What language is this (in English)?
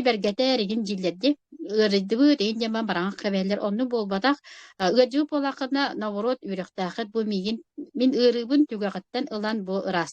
Yakut